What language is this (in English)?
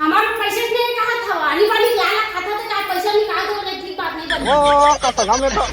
Chhattisgarhi